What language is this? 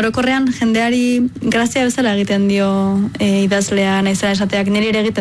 Basque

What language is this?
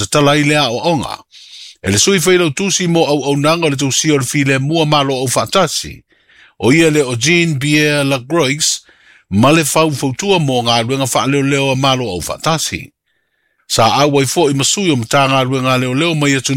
Samoan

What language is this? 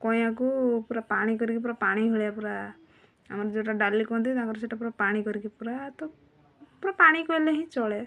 Odia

